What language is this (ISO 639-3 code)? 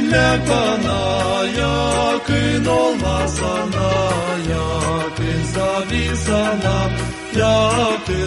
gag